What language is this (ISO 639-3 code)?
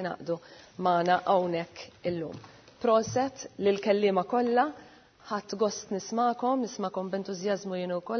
mlt